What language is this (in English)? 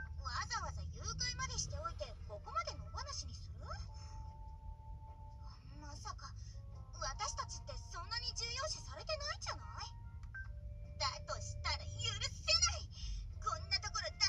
Japanese